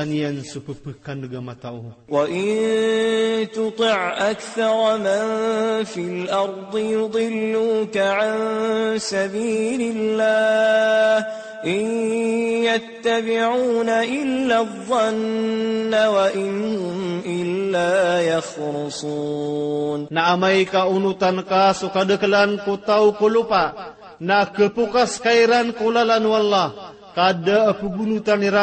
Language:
Maranao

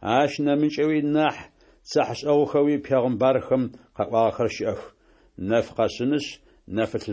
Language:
Adyghe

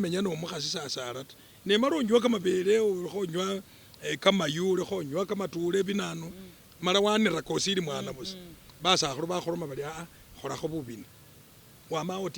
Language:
Masaaba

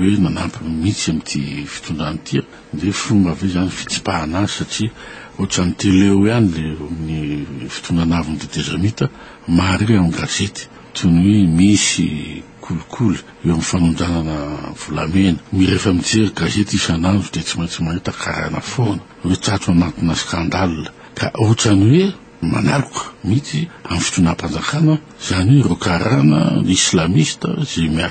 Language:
Malagasy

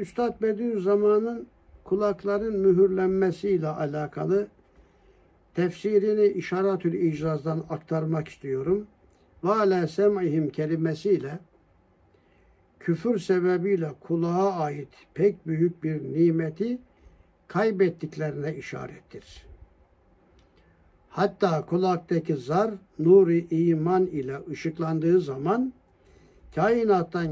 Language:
Turkish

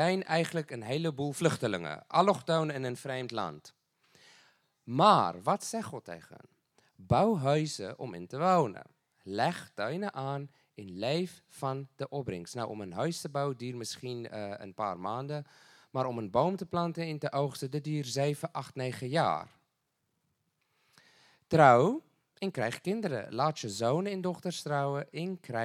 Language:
Dutch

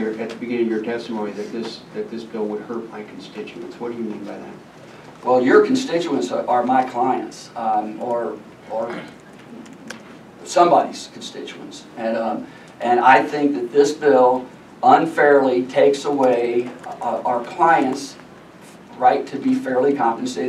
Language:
English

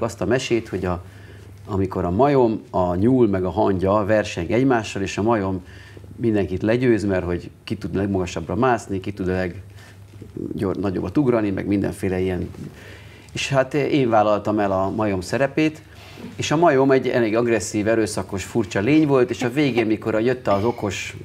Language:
Hungarian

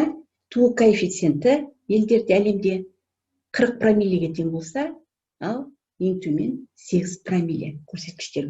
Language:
Kazakh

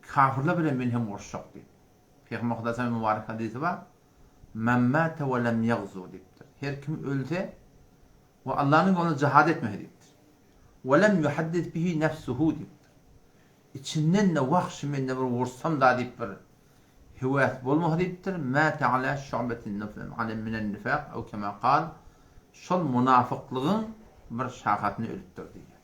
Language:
Turkmen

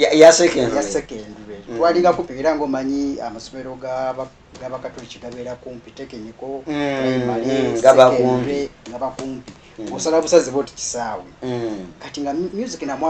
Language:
Ganda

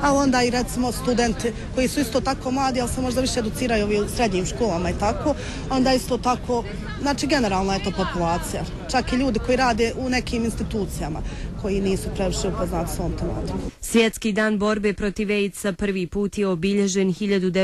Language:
Bosnian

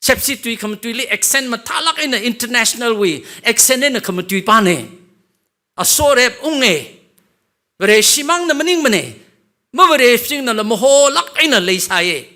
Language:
Tangkhul Naga (India)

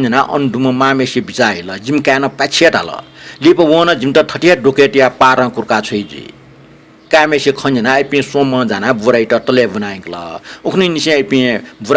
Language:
Newari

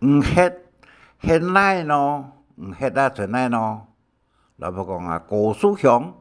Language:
Hakka Chinese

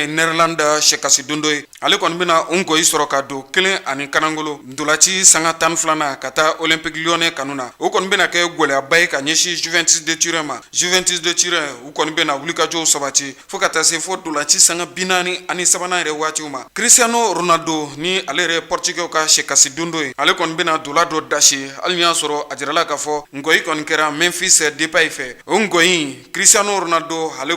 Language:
Bambara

